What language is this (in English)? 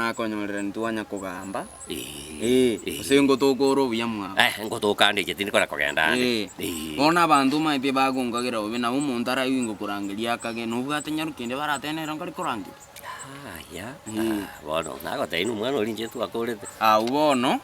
Gusii